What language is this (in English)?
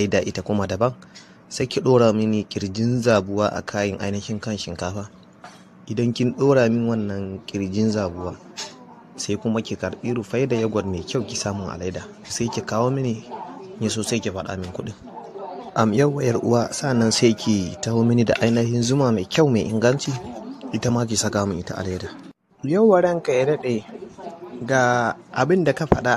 Hausa